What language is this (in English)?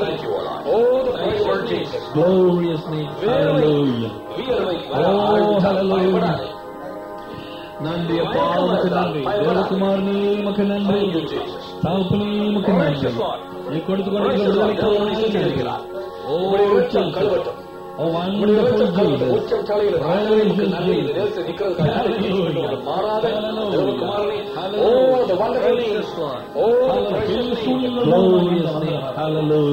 Tamil